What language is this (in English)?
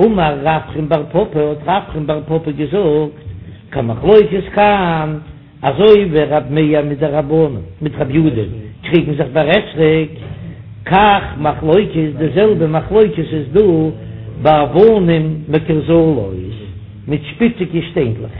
Yiddish